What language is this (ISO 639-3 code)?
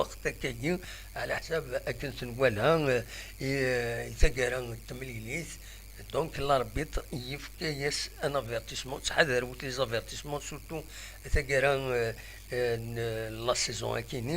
kab